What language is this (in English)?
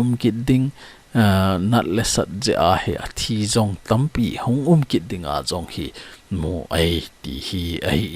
Thado Chin